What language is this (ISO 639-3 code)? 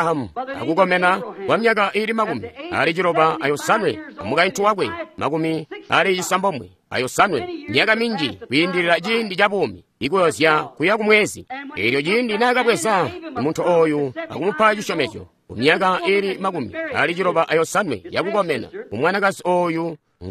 toi